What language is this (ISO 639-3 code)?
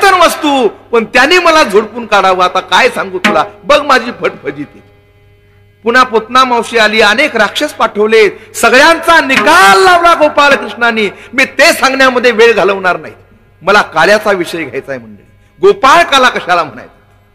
mar